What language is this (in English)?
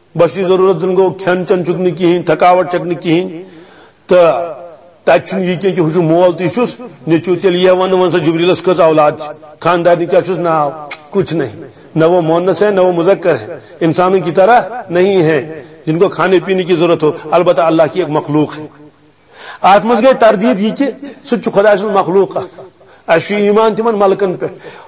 Kashmiri